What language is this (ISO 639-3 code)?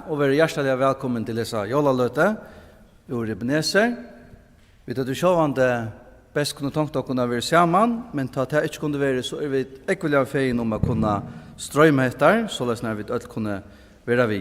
fao